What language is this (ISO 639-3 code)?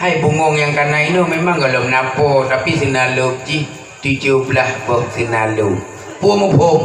ace